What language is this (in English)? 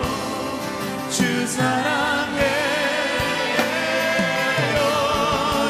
Korean